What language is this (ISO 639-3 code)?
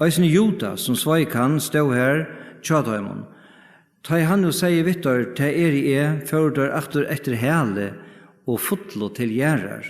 fao